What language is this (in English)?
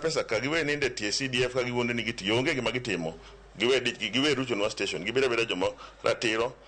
Luo (Kenya and Tanzania)